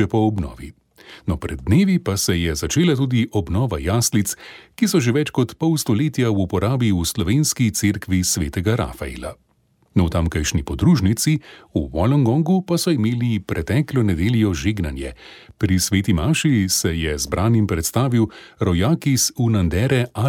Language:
Slovenian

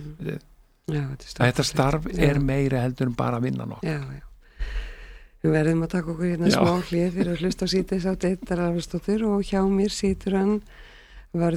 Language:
Icelandic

